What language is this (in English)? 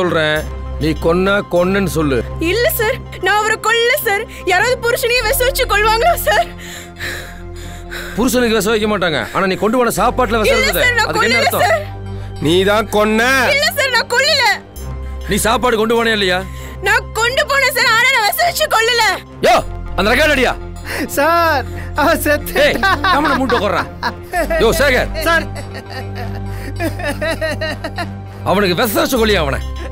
Tamil